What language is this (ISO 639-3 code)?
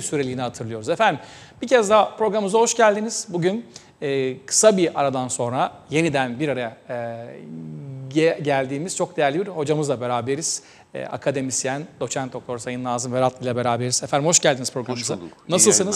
tur